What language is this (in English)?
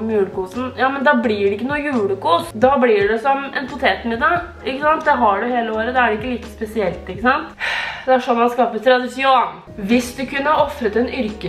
Norwegian